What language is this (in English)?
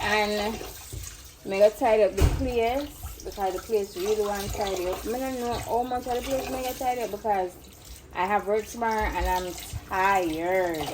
Jamaican Creole English